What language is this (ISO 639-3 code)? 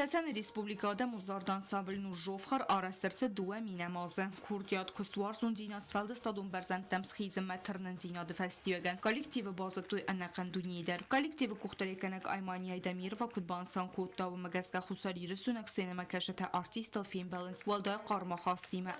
oss